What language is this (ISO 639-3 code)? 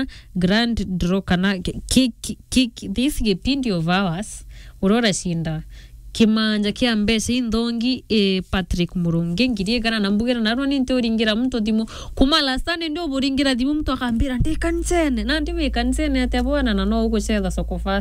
mer